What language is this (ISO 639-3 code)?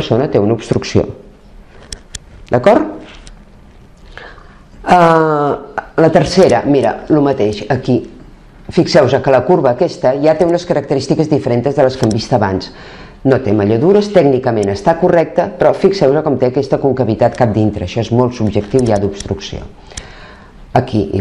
cat